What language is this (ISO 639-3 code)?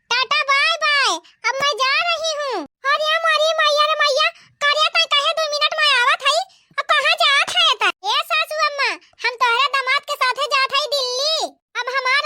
awa